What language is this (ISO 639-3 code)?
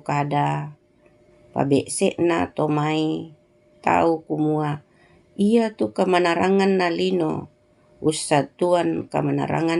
sda